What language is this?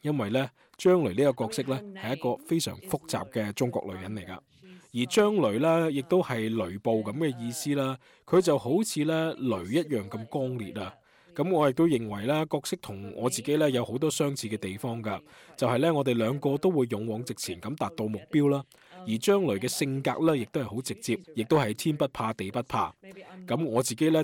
Cantonese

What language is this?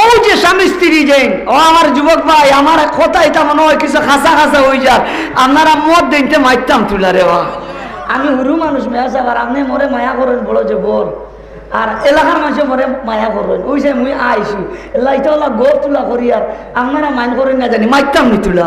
Sylheti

